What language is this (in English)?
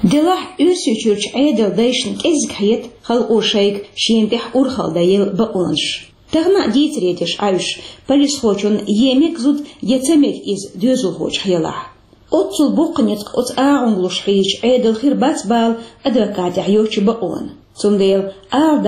Chechen